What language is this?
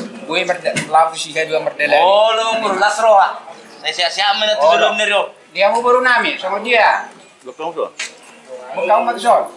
Batak Toba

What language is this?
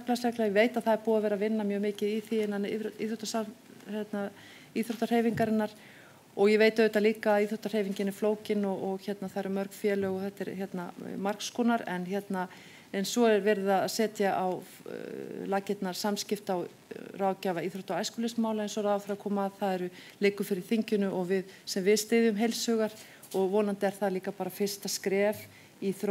Icelandic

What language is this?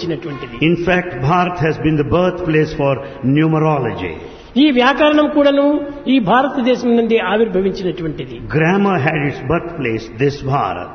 Telugu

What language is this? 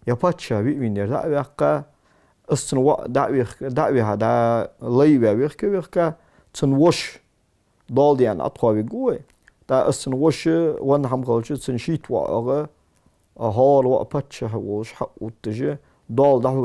Ingush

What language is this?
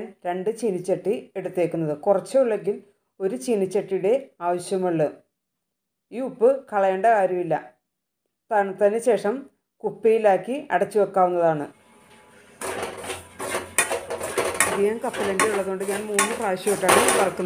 Malayalam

